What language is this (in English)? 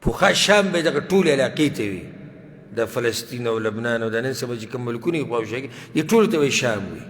Pashto